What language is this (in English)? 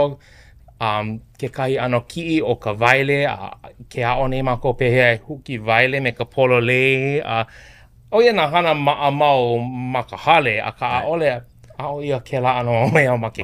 Hawaiian